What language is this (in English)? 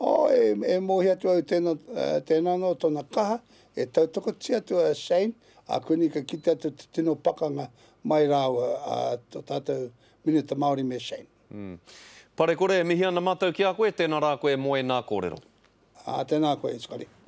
Māori